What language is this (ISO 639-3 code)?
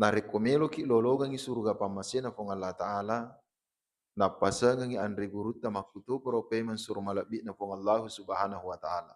bug